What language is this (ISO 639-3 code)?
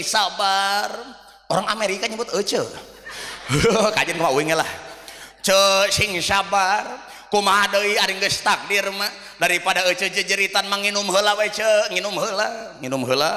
sun